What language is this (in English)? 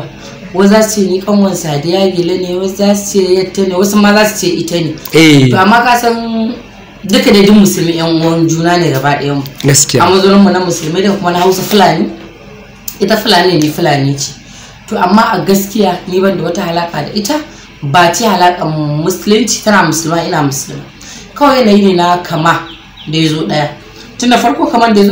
Hausa